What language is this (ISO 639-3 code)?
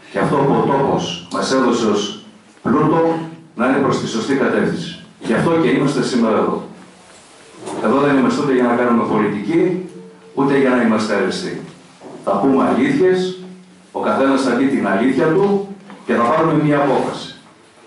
ell